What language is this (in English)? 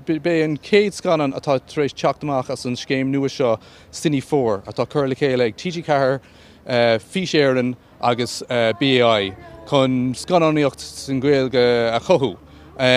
Irish